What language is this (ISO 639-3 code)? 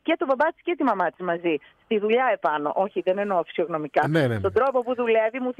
ell